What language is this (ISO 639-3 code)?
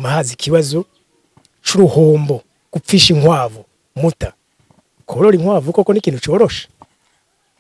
run